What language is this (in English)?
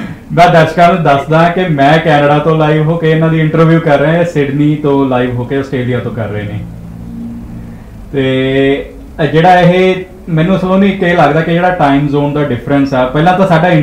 Punjabi